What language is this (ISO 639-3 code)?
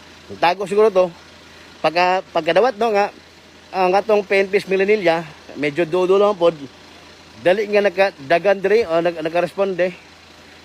ceb